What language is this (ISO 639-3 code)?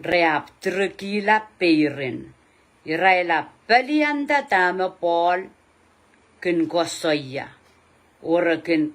pon